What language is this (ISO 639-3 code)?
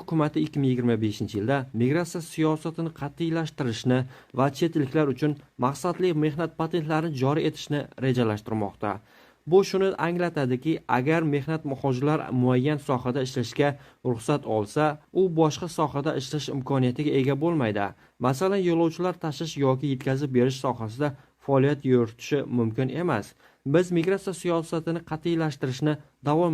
uzb